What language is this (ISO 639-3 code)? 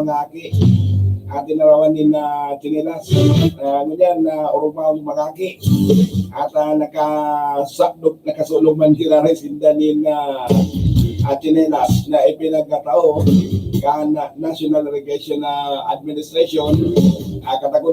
bik